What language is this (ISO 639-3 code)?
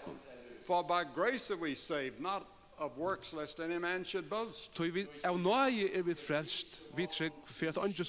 fao